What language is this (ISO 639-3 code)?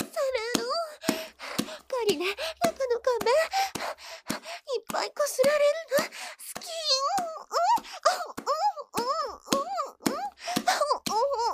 jpn